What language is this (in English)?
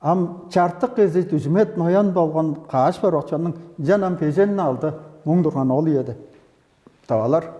Tuvinian